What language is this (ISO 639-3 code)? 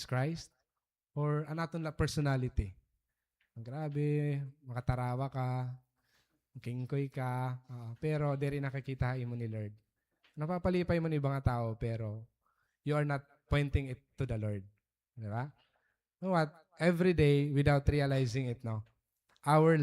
war